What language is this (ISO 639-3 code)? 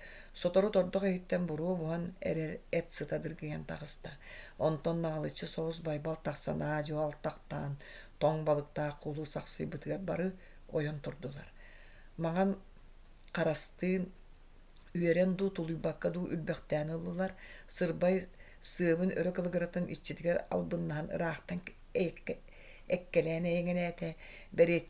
sah